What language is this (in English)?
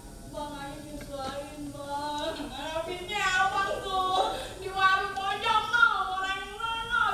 Betawi